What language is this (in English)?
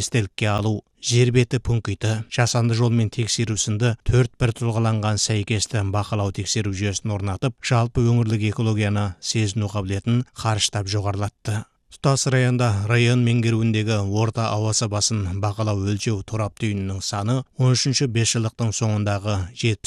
Kazakh